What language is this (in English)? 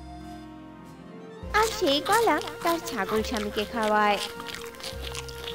Bangla